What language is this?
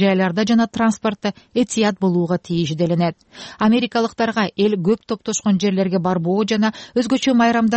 Kyrgyz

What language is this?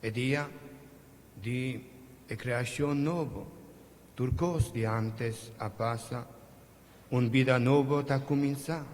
Papiamento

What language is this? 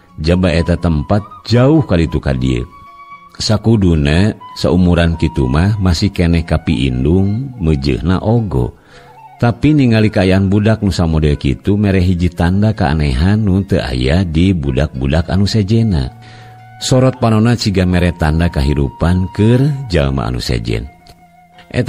Sundanese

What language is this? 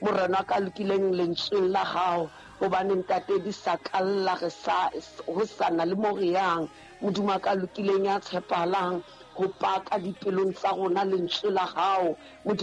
Southern Sotho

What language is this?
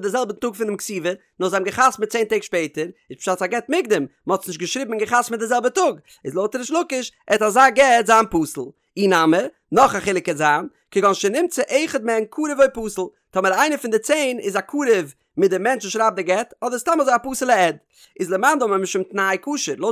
Yiddish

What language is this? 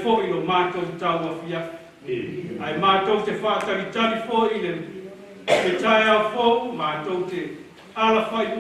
Samoan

